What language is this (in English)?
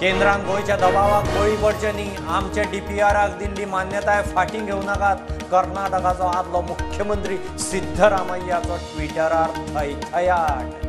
Konkani